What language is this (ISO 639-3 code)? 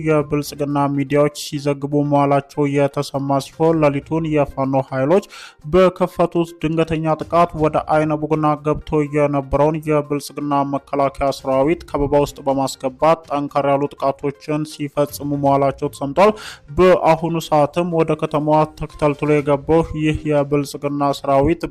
amh